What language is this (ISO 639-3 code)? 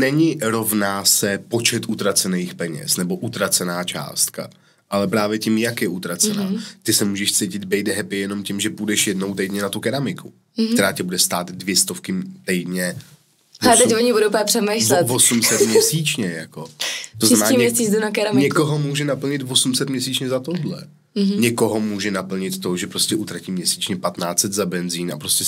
ces